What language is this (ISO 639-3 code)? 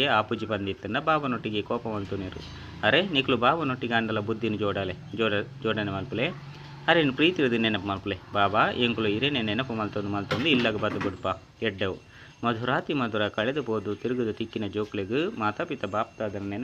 tcy